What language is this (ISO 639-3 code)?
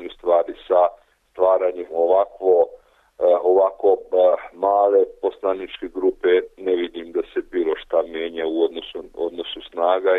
srp